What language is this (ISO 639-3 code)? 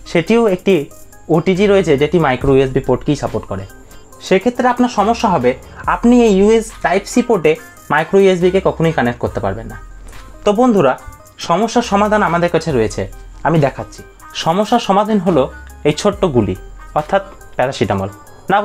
ben